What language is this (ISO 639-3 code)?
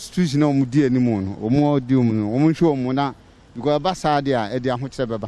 aka